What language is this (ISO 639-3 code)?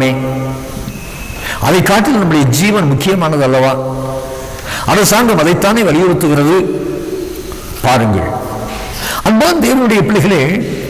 tam